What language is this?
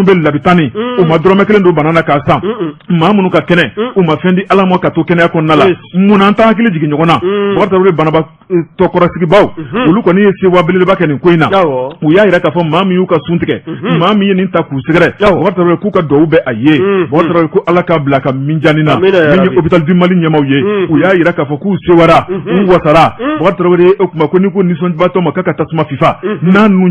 Bambara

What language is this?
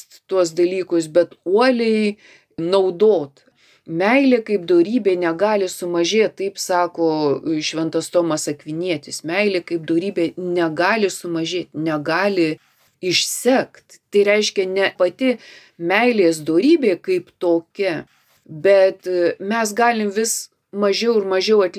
Lithuanian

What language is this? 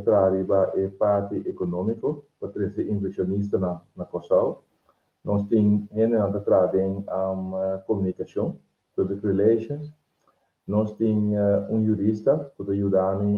Papiamento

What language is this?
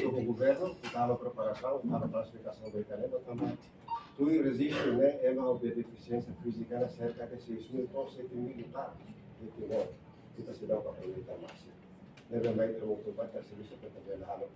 Tetum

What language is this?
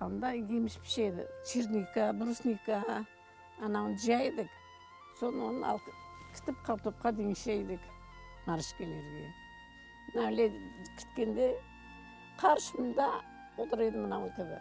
Crimean Tatar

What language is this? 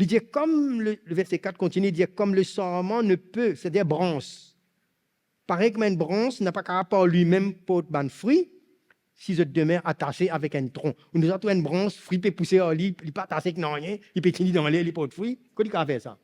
Morisyen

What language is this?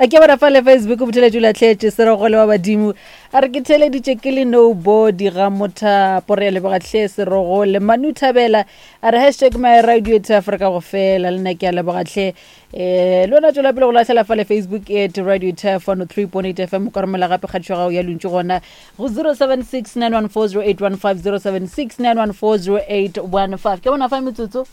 Northern Sotho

